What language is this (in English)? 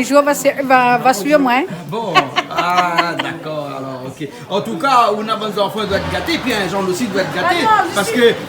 Réunion Creole French